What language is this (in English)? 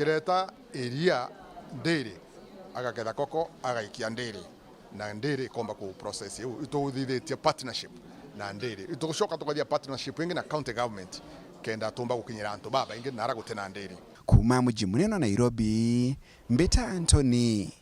Meru